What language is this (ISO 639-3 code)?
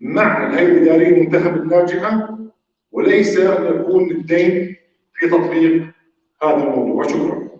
apc